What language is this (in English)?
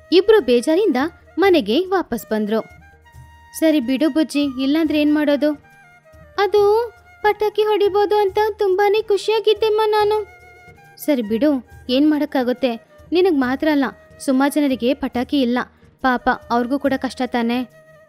Kannada